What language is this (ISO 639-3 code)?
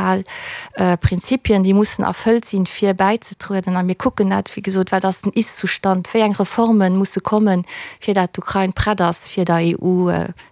ltz